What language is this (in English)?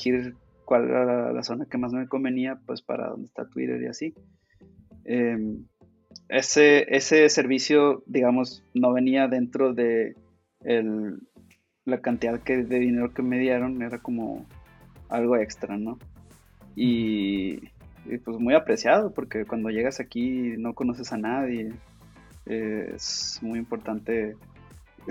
Spanish